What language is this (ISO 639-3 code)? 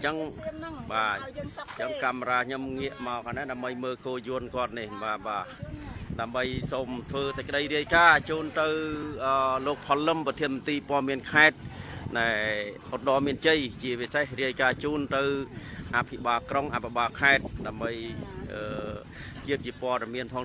khm